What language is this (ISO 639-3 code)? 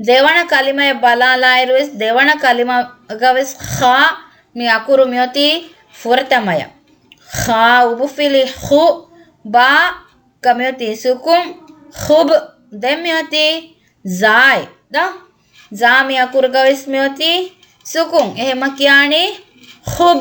div